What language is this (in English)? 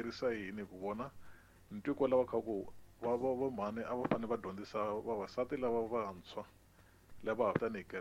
Tsonga